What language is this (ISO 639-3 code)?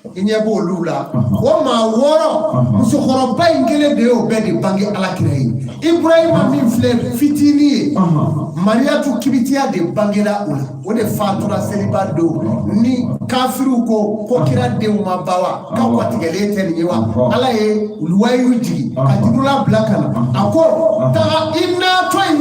bam